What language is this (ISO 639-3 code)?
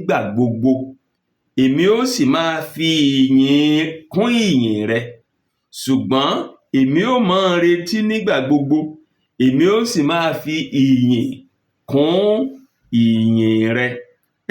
yor